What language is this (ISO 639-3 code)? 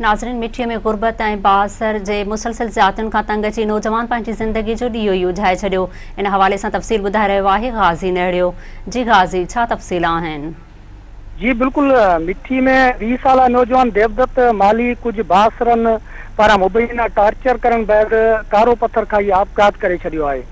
snd